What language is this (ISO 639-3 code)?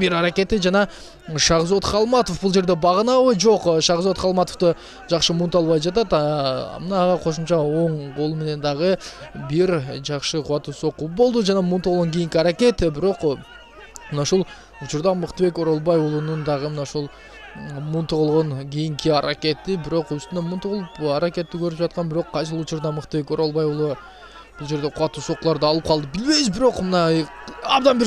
kir